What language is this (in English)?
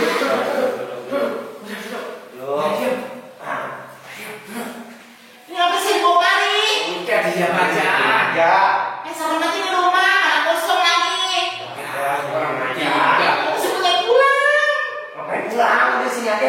Betawi